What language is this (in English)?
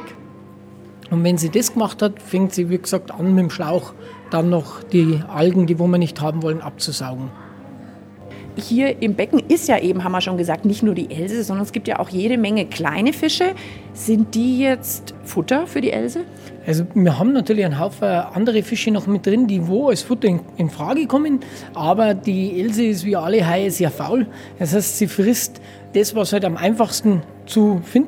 German